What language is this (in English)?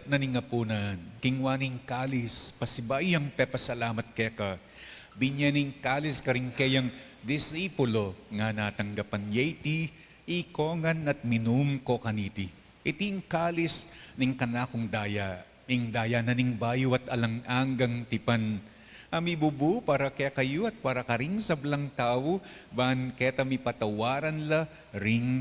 Pampanga